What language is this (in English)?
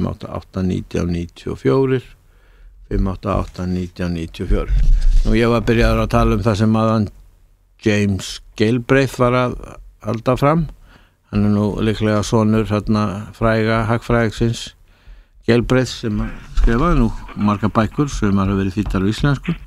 Icelandic